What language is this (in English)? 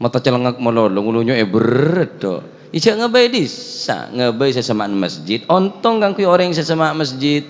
Madurese